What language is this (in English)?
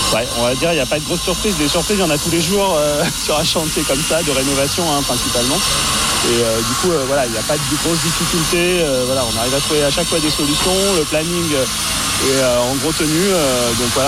French